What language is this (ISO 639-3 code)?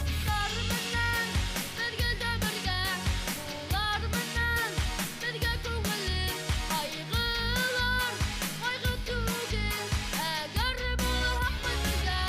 bak